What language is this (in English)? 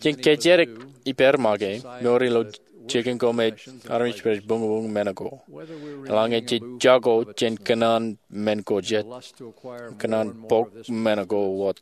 Marshallese